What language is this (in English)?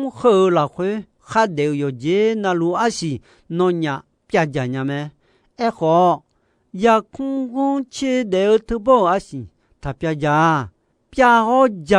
Akha